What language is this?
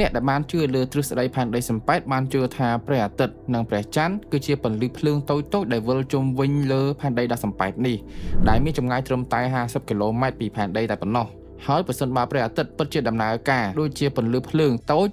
Khmer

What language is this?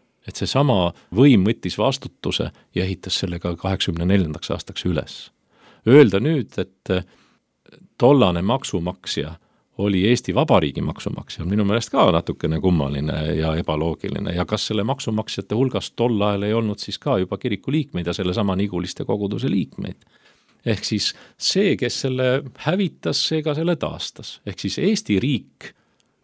Estonian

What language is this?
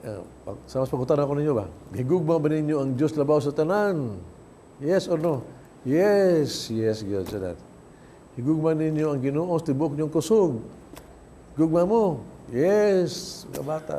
Cebuano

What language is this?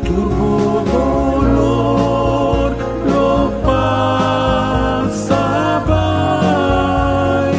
Papiamento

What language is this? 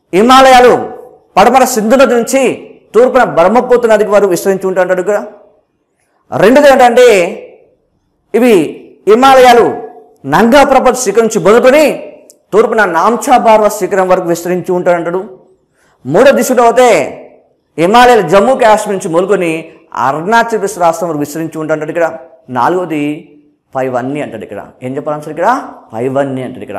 Telugu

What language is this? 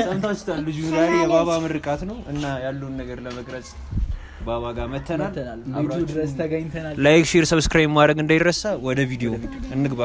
Amharic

